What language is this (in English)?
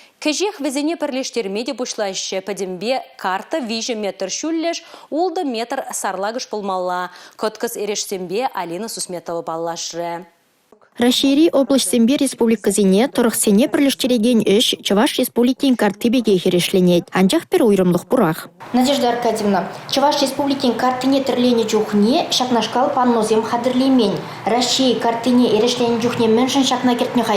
Chuvash